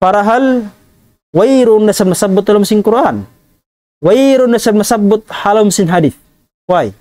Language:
Tausug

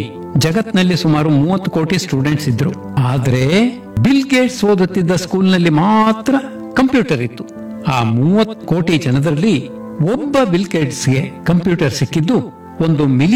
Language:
Kannada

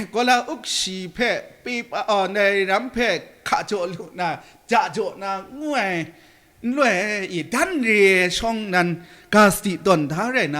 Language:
Kachin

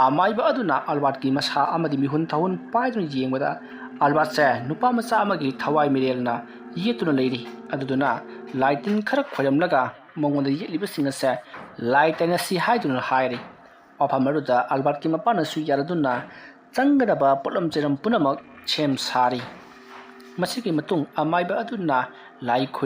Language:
Manipuri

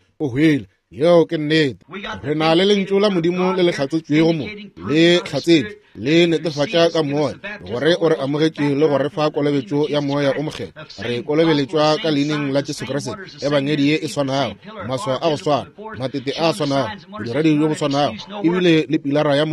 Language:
Northern Sotho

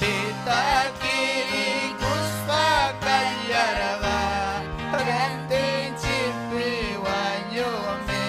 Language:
Ayacucho Quechua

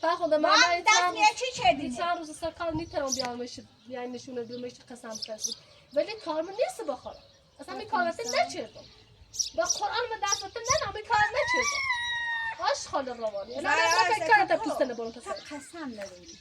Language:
Persian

